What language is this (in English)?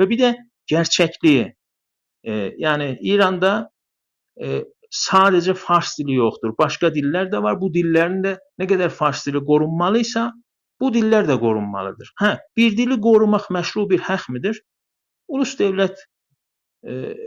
South Azerbaijani